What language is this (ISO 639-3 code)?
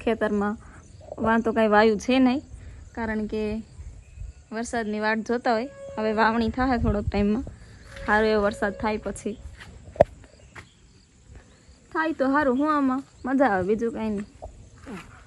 guj